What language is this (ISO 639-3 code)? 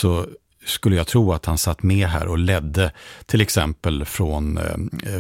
swe